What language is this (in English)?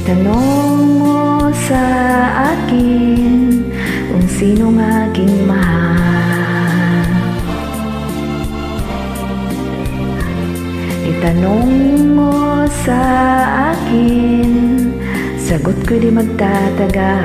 Filipino